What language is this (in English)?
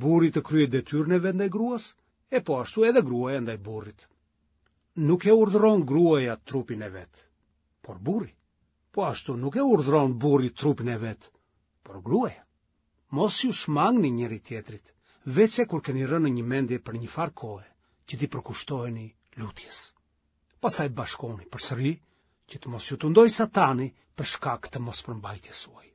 Albanian